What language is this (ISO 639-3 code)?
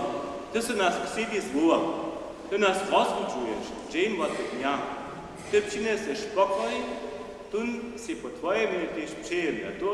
hsb